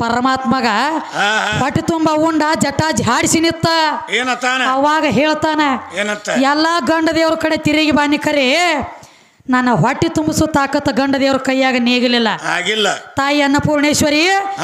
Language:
Kannada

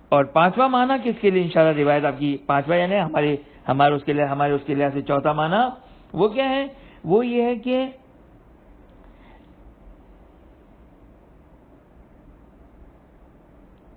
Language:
Urdu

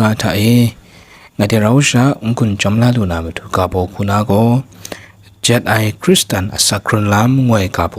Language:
Kachin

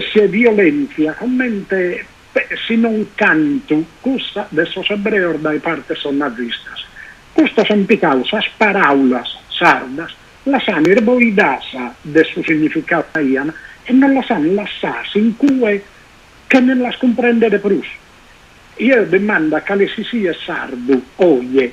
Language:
Sardinian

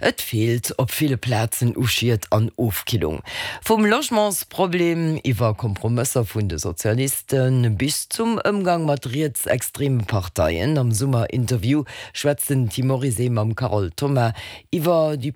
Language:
Luxembourgish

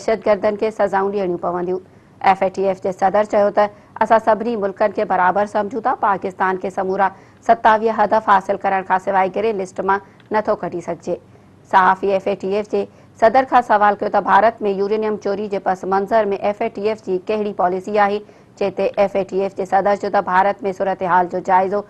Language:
Sindhi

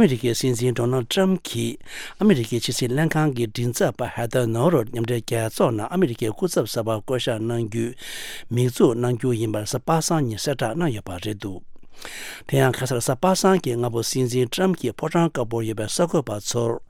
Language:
Tibetan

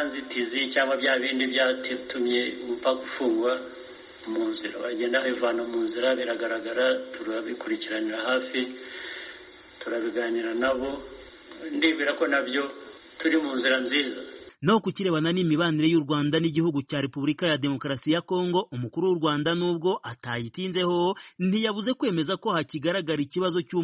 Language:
Kinyarwanda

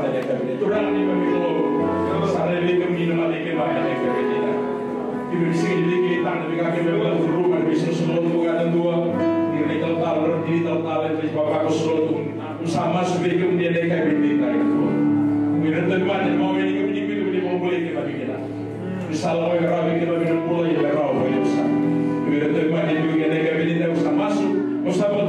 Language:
Fijian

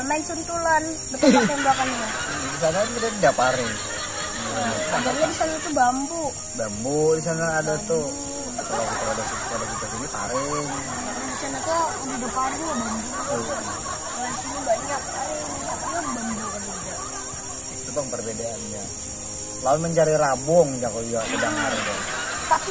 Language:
Banjar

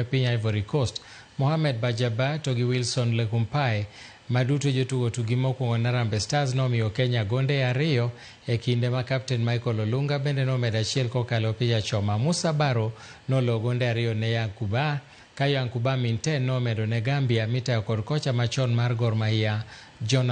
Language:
Luo (Kenya and Tanzania)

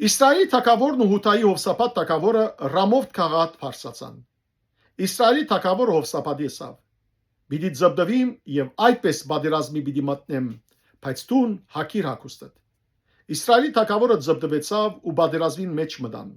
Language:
Western Armenian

